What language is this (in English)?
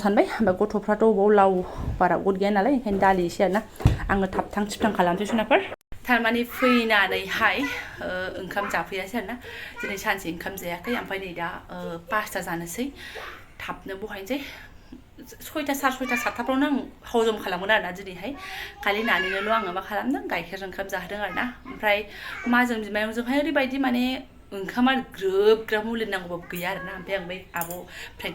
Bodo